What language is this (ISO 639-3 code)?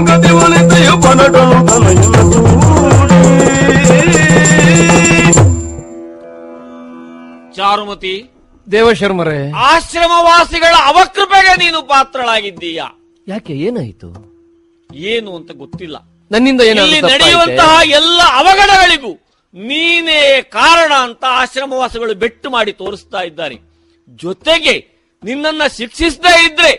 kan